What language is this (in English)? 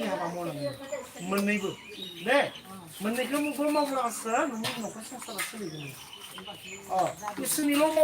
Bodo